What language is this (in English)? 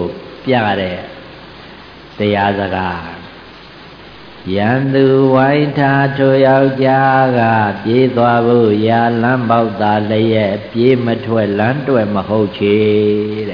Burmese